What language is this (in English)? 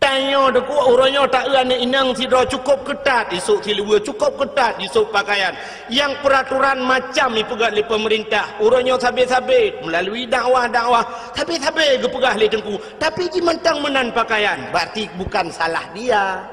Achinese